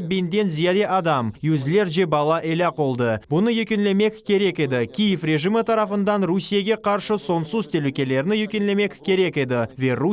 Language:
Crimean Tatar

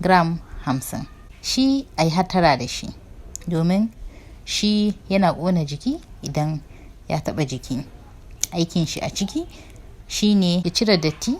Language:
Hausa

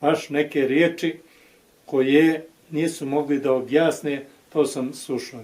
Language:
Bosnian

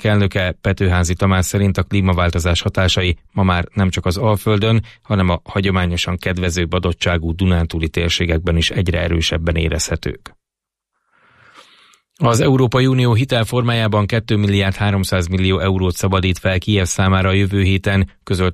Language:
Hungarian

